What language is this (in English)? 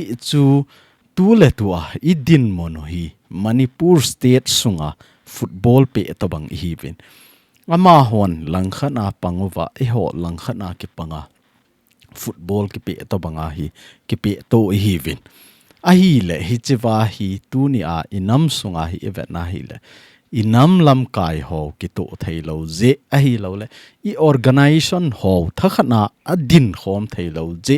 Thado Chin